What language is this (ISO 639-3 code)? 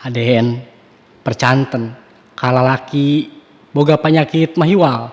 sun